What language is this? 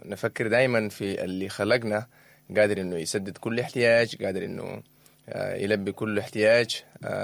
Sudanese Arabic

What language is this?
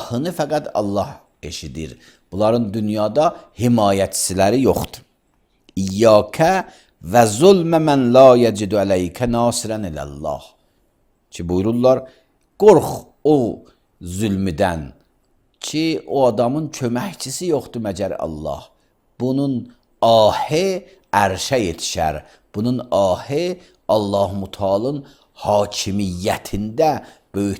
Azerbaijani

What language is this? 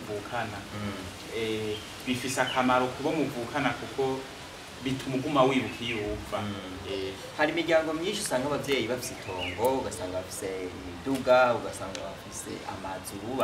Rundi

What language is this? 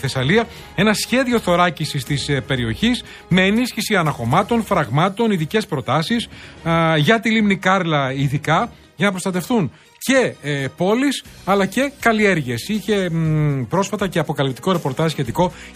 Greek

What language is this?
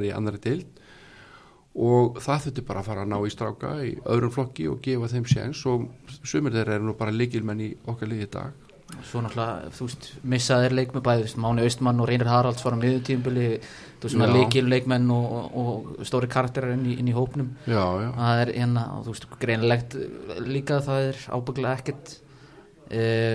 Icelandic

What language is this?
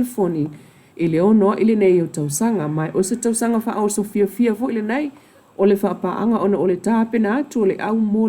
Samoan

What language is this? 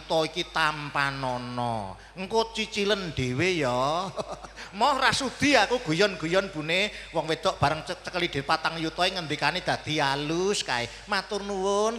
Javanese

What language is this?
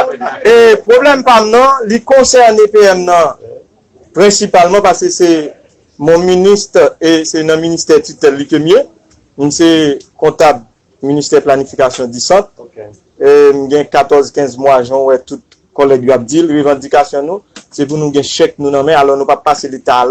Haitian Creole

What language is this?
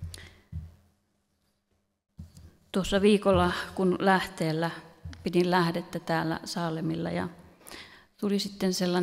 Finnish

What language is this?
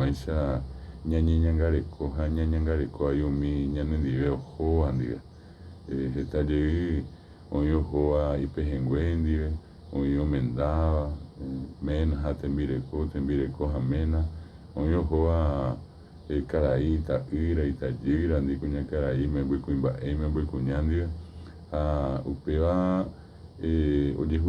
Guarani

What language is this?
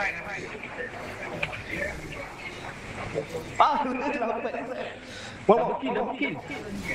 Malay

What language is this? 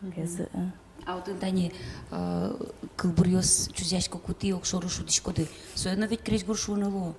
Udmurt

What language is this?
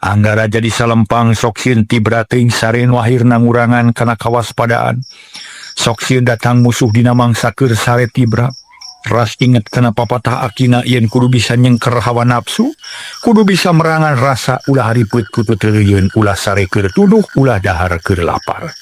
Sundanese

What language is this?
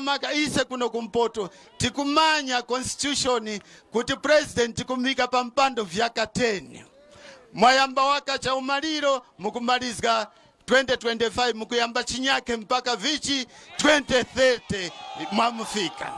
Nyanja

